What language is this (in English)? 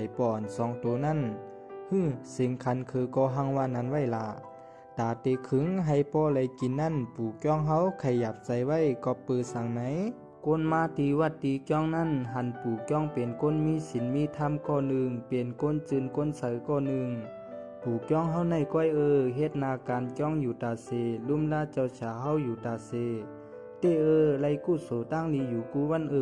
Shan